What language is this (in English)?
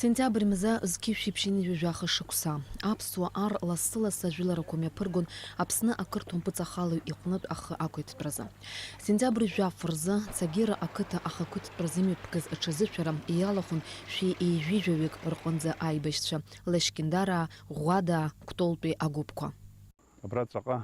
Abkhazian